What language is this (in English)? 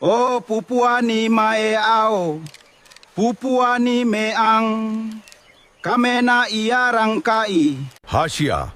Gilbertese